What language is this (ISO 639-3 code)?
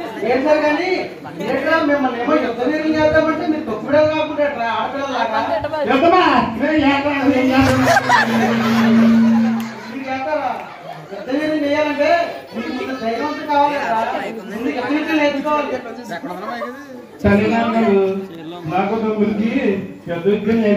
tel